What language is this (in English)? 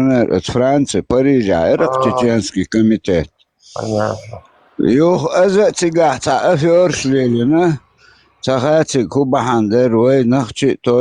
Chechen